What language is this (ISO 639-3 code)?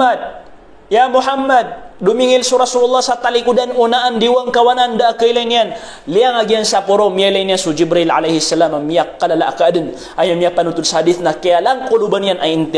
mrw